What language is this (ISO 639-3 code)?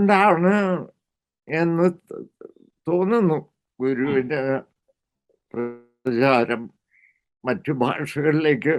mal